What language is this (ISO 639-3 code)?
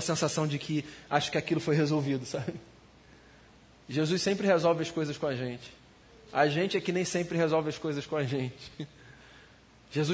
por